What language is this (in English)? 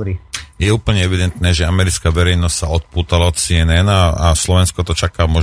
Slovak